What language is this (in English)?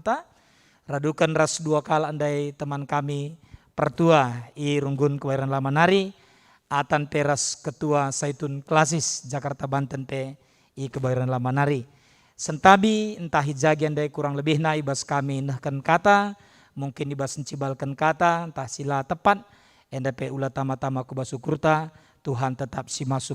Batak Karo